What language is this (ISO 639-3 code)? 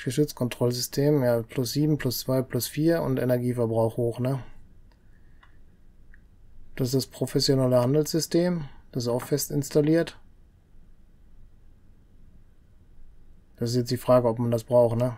deu